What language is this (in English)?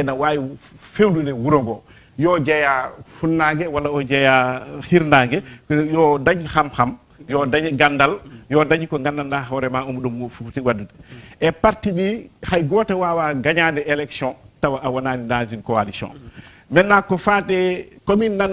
Fula